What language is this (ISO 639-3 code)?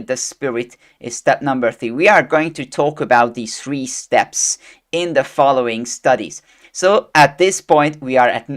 eng